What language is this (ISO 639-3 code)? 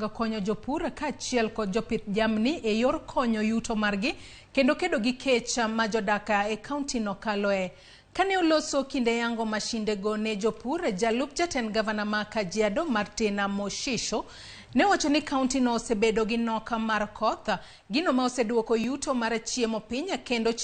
luo